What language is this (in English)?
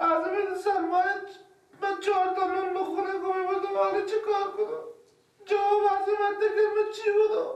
Persian